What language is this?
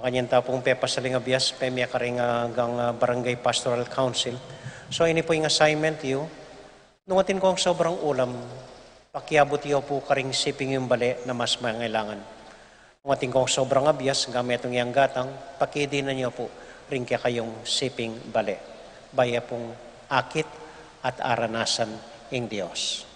Pampanga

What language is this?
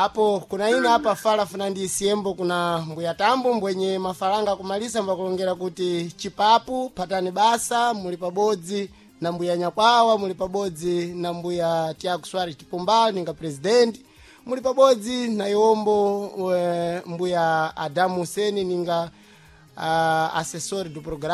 Sena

